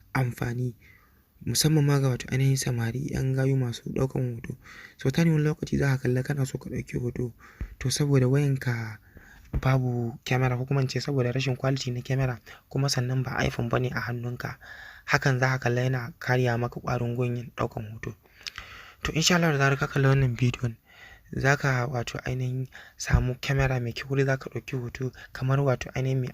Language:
Hausa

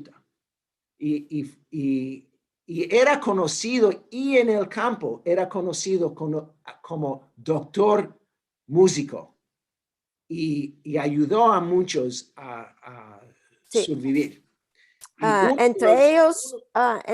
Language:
Ladino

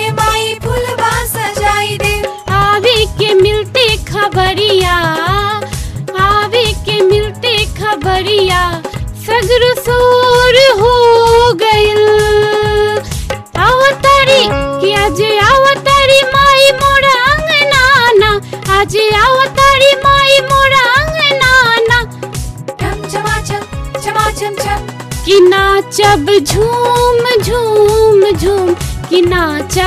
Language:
Bhojpuri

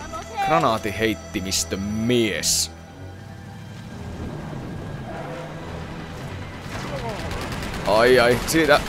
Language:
Finnish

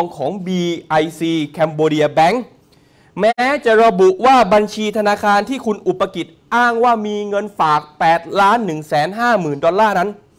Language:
Thai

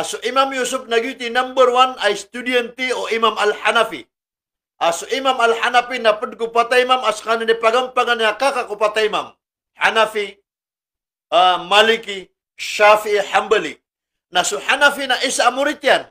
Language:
Maranao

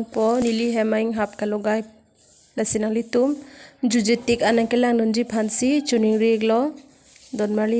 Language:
Karbi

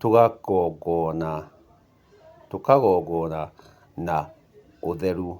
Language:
Kikuyu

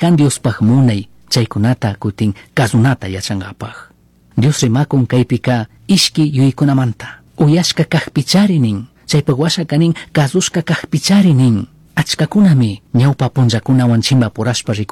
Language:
Chimborazo Highland Quichua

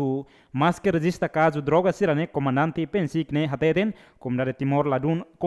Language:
Tetum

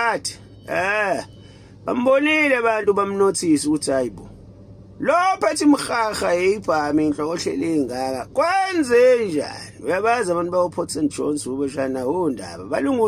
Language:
Zulu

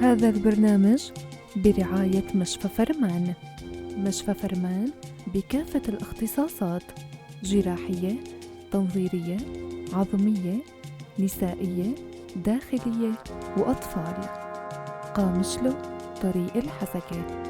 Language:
North Levantine Arabic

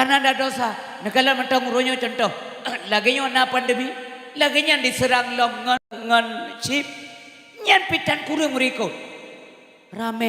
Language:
Achinese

